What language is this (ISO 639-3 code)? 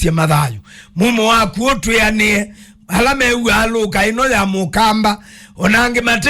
kam